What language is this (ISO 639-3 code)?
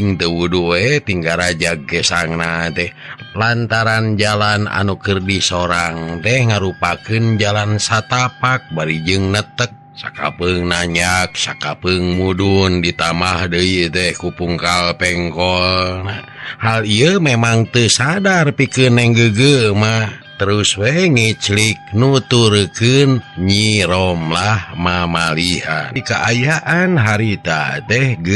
sun